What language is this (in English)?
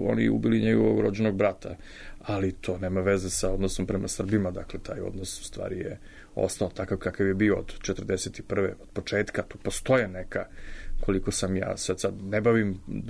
Serbian